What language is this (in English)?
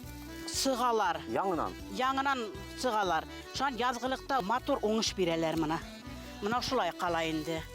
Bashkir